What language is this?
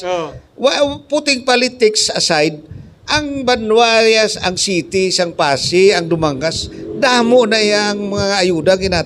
Hiligaynon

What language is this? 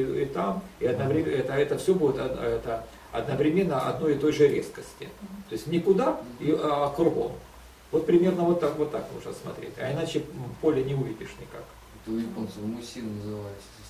Russian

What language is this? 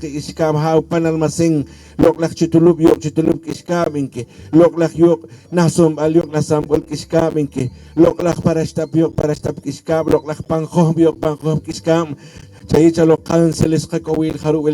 Poqomchi'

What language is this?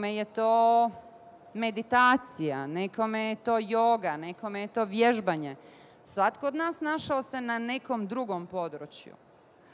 Bosnian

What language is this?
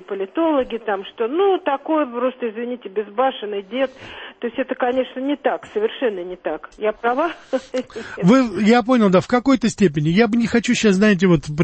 Russian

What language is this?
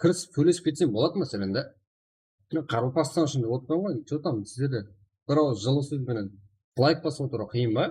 Kara-Kalpak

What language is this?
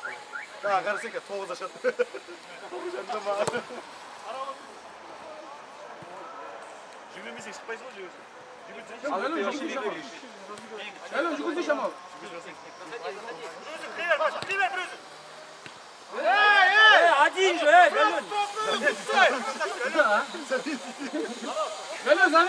Kazakh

